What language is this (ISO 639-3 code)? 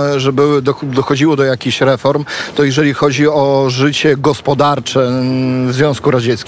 pol